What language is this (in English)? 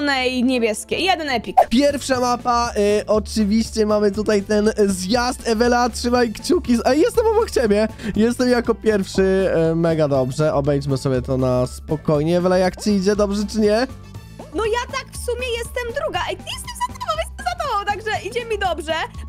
Polish